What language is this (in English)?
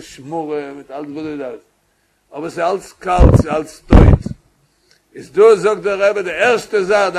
Yiddish